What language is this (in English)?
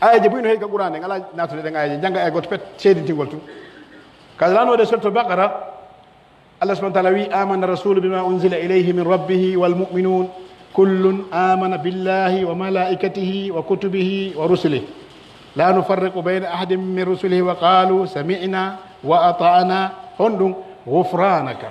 Pular